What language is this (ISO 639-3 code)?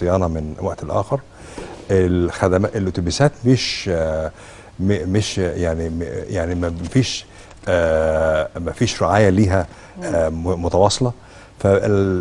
arz